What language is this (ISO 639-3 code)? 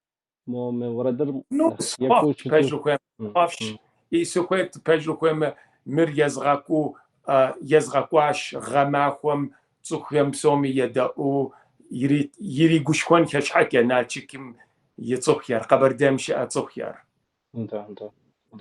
kbd